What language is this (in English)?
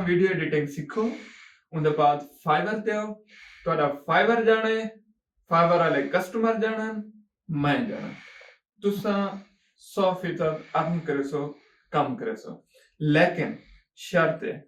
Saraiki